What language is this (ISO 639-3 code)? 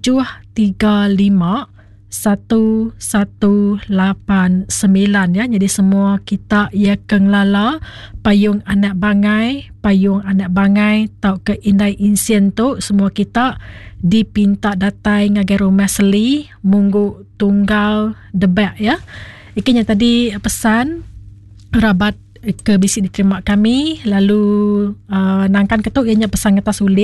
iba